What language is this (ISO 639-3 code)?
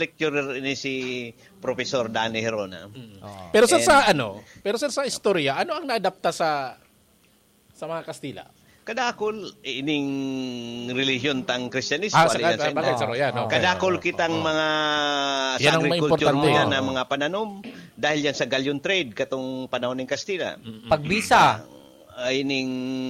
bik